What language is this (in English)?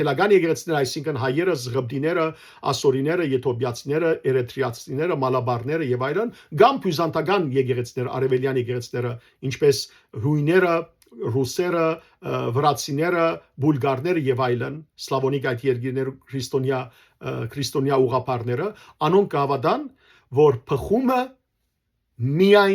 Western Armenian